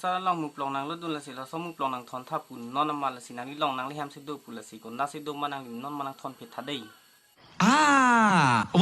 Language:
Karbi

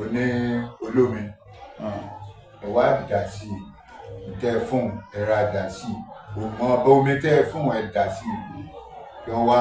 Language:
Yoruba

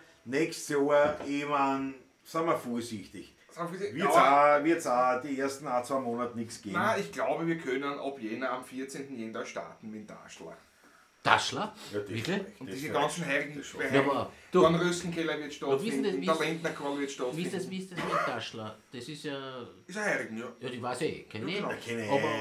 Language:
Bavarian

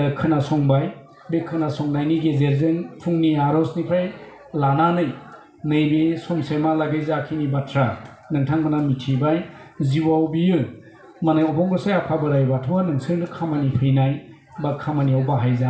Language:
Bodo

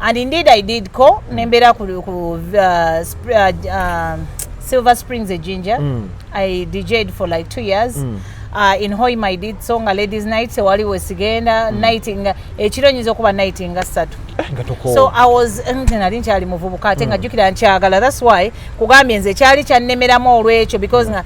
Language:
Ganda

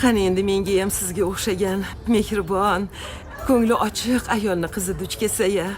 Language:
Kara-Kalpak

